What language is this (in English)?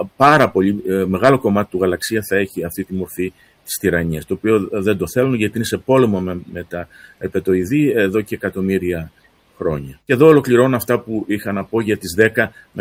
Greek